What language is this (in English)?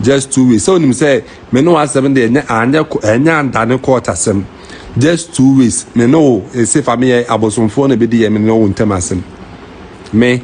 Akan